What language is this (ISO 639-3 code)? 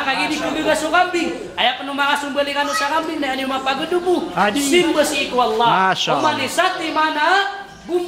mrw